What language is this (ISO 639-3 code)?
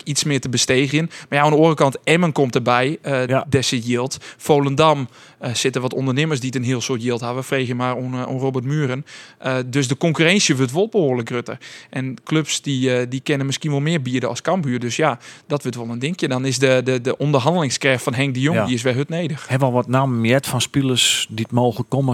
fry